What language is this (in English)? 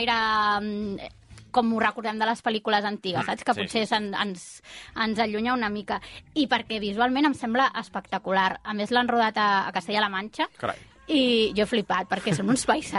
Catalan